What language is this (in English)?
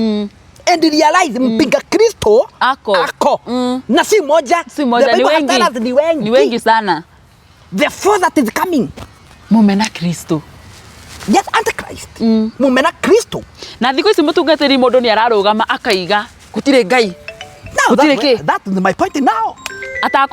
Kikuyu